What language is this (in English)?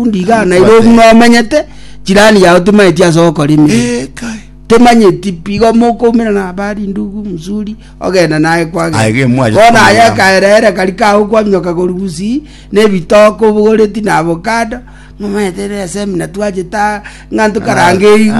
Gusii